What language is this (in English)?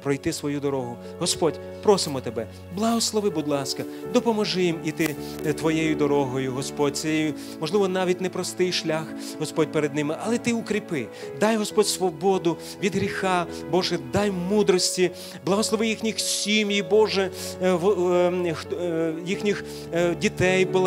Ukrainian